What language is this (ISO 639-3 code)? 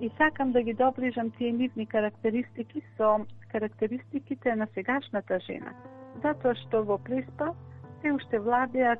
mkd